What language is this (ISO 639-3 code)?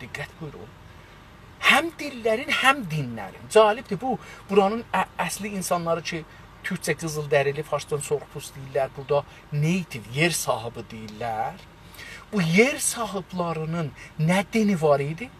azb